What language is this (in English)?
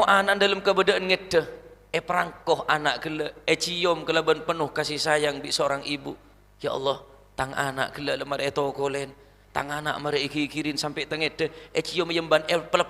Madurese